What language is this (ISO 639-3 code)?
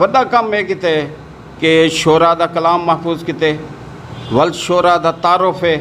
skr